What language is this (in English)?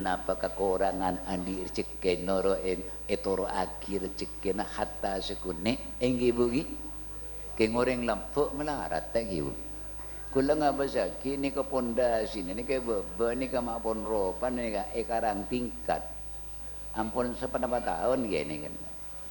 Madurese